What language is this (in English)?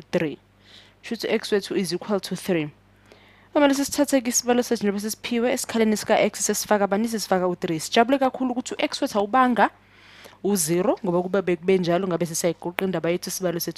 Zulu